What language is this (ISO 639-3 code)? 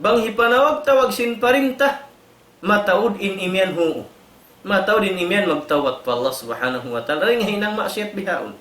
tsg